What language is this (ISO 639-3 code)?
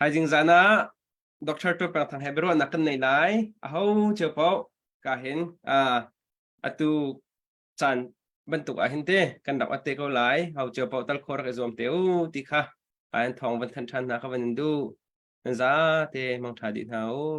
cnh